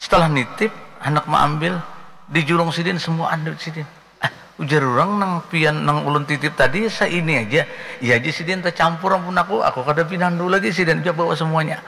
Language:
Banjar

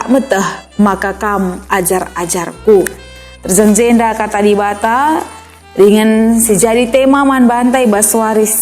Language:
Batak Karo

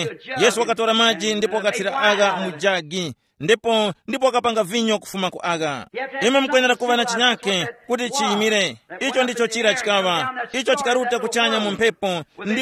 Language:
Tumbuka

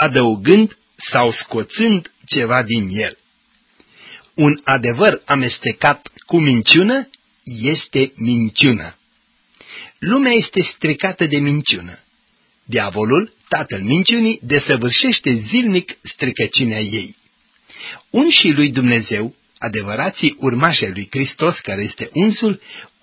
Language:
Romanian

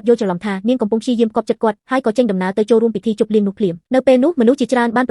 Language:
Khmer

